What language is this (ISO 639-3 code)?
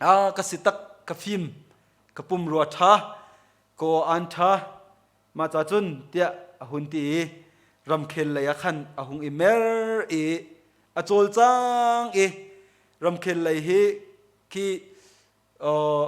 cnh